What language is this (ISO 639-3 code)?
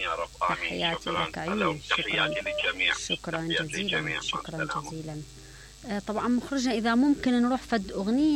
acm